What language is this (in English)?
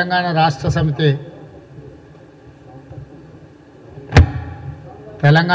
Telugu